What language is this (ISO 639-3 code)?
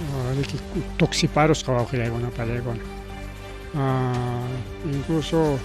quy